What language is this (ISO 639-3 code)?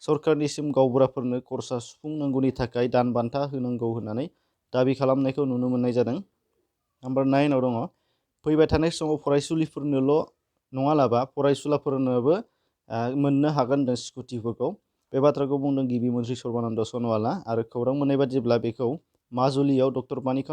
brx